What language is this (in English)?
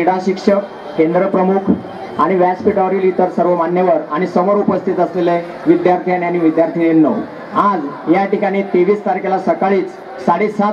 Marathi